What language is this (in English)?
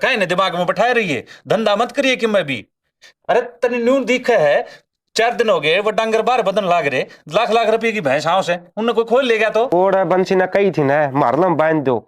Haryanvi